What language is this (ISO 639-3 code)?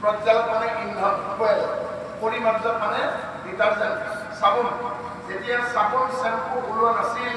asm